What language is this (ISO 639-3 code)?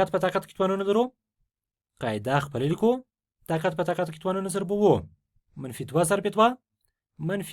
pus